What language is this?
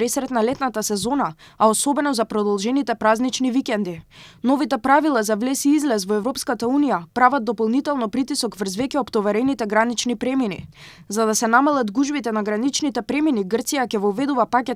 Macedonian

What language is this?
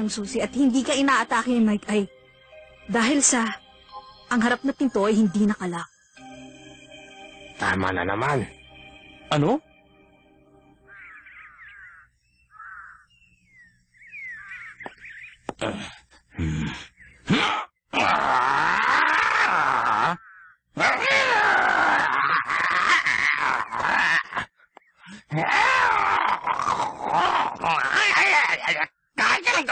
Filipino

